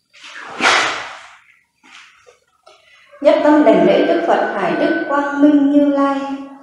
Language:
Vietnamese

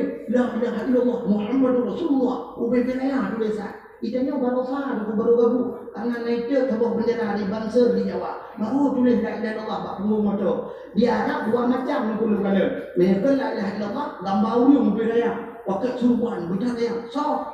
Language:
Achinese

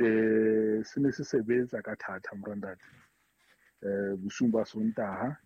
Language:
Southern Sotho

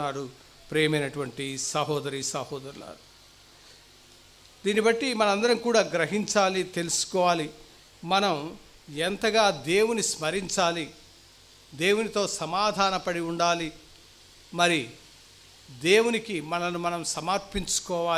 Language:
Telugu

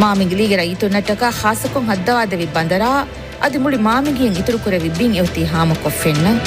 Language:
Divehi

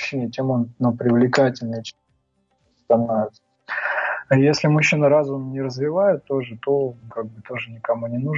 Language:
Russian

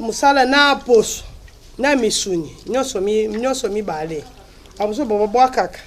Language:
Lingala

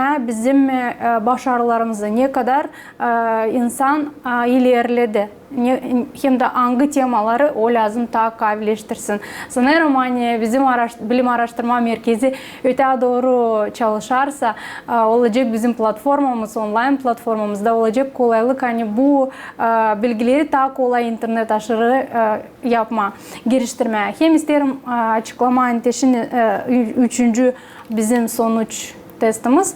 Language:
Gagauz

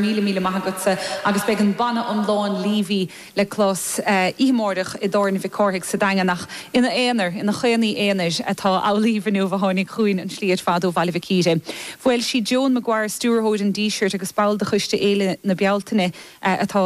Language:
Irish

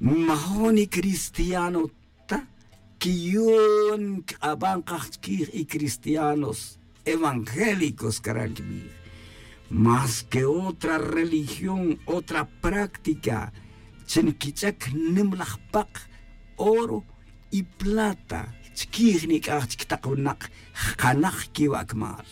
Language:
Tz'utujil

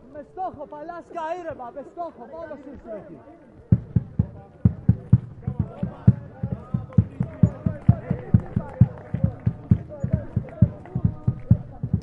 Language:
Greek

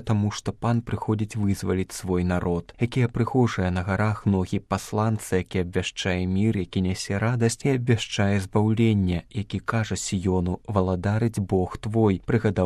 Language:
Belarusian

